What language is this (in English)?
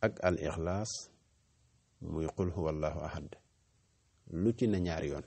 Wolof